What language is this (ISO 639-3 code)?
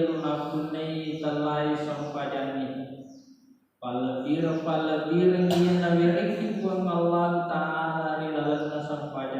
bug